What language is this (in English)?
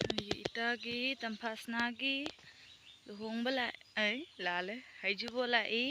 Manipuri